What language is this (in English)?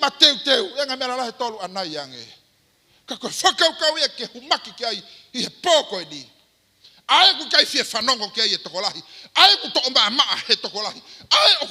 Tongan